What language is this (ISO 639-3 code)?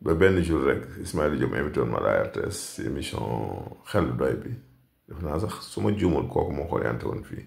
wol